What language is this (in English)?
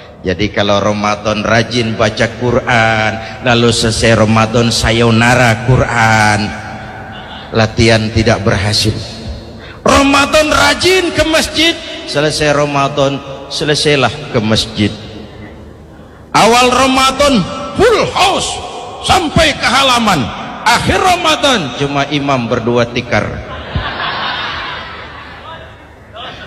Indonesian